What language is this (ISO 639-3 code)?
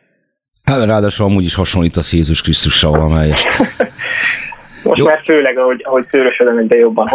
hun